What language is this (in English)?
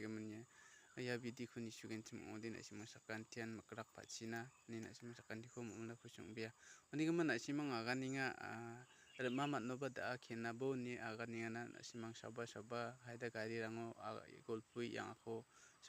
Garo